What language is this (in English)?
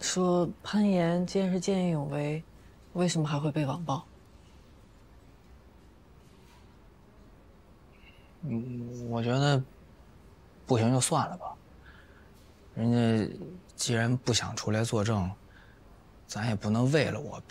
Chinese